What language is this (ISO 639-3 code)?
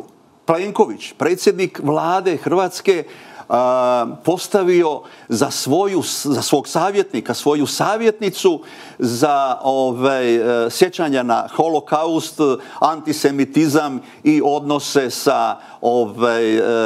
srp